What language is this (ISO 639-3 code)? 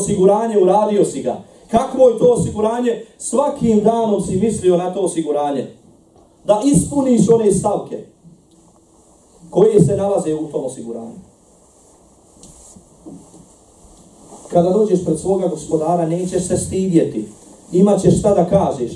bos